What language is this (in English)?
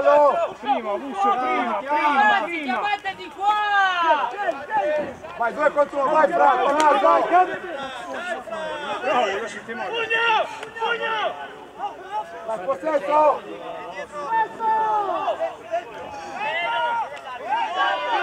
Italian